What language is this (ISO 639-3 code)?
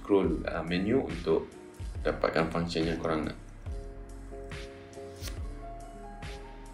msa